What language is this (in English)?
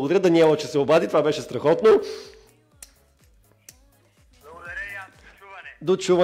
Bulgarian